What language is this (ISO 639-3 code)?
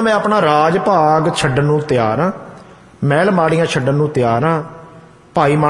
pan